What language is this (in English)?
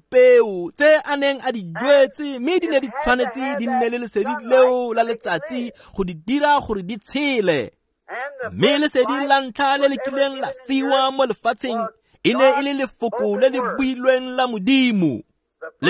Tswana